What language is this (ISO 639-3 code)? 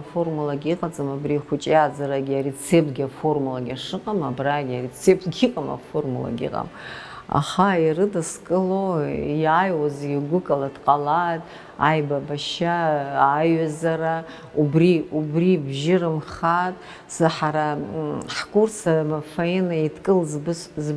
abk